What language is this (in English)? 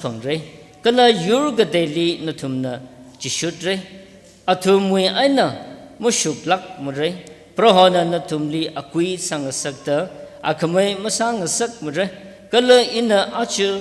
Tangkhul Naga (India)